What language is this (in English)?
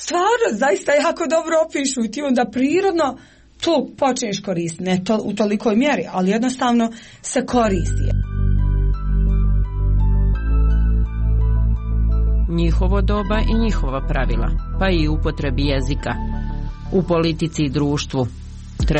Croatian